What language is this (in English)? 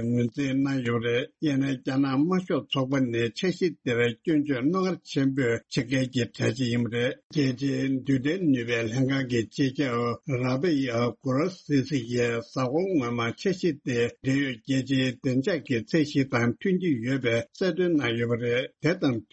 Tibetan